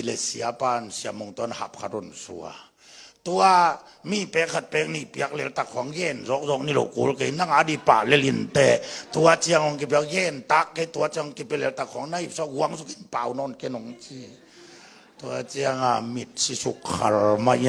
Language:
Tedim Chin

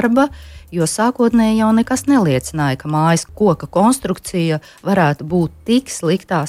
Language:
Latvian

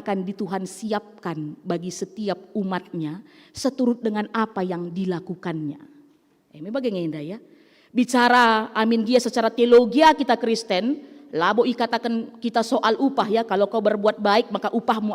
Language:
Batak Karo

